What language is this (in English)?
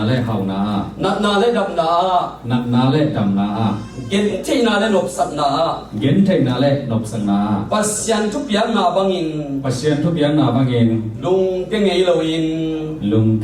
Tedim Chin